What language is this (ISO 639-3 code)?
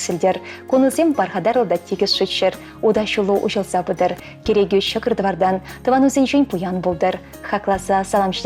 chv